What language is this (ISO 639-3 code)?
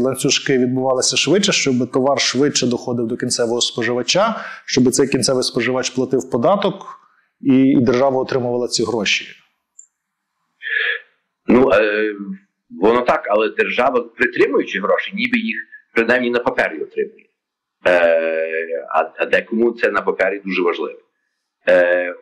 ukr